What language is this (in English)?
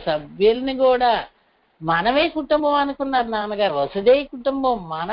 Telugu